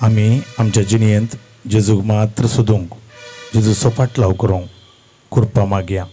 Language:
Konkani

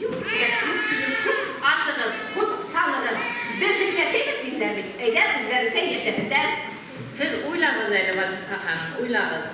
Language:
Bashkir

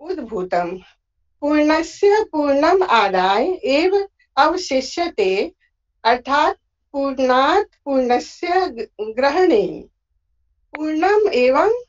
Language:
Sanskrit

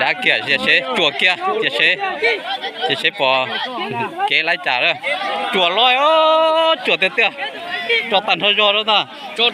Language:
Hmong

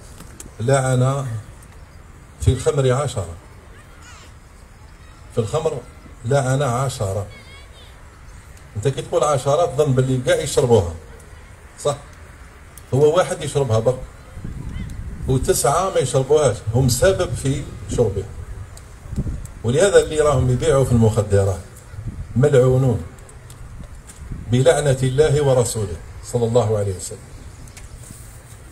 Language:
Algerian Arabic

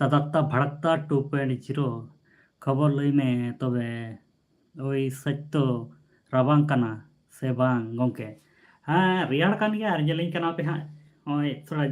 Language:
Santali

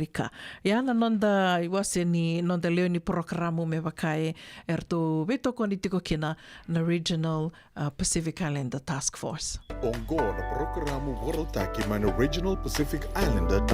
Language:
Fijian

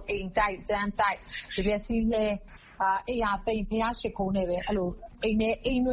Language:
Burmese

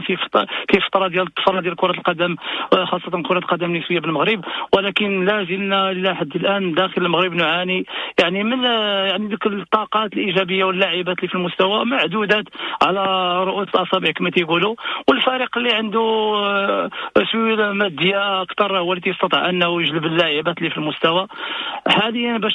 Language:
Moroccan Arabic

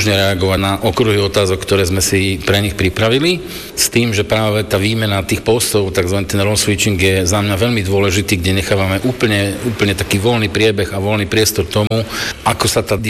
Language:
Slovak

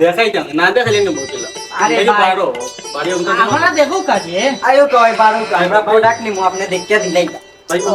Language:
Sylheti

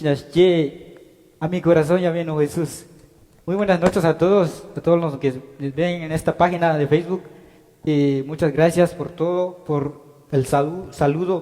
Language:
Kekchí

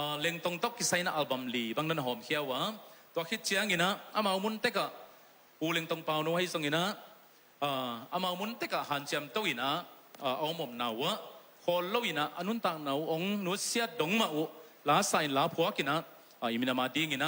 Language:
Tedim Chin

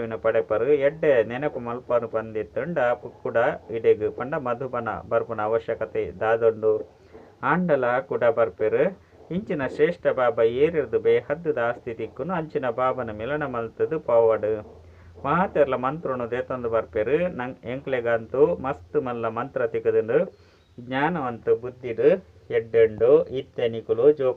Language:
Tulu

